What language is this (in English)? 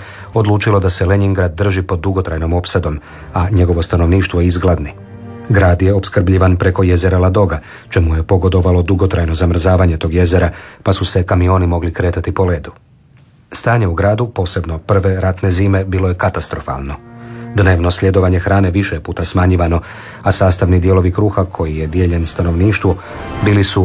Croatian